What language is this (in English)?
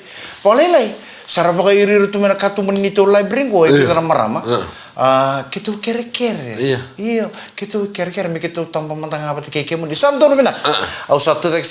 Fijian